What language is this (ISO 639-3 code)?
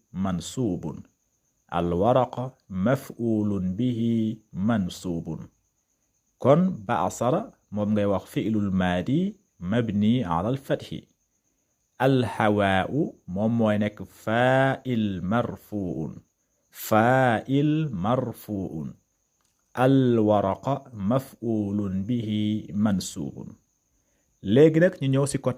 wol